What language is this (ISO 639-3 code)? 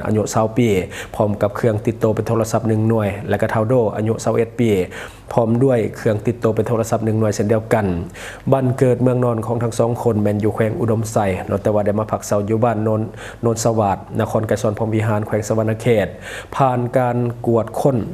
lao